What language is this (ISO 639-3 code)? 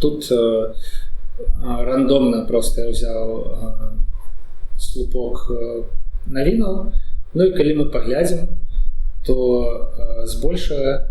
bel